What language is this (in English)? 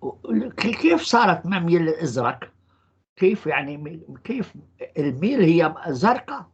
North Levantine Arabic